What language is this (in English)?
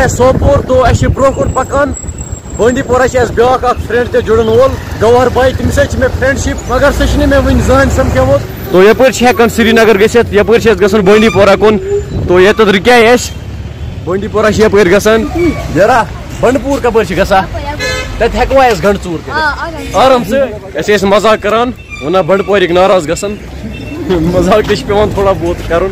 Kashmiri